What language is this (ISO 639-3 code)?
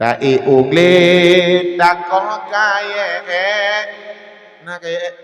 ace